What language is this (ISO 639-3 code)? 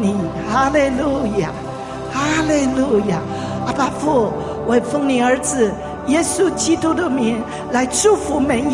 zho